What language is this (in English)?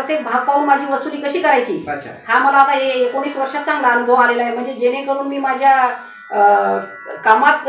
Marathi